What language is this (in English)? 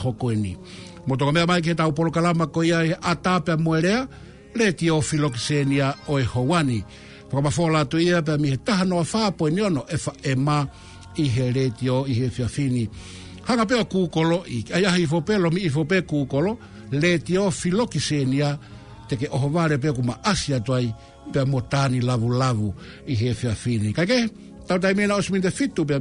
Tongan